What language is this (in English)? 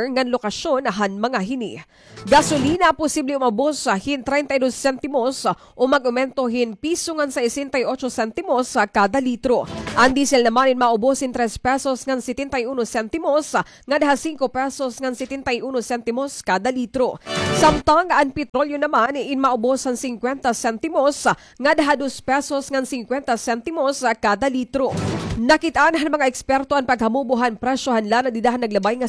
Waray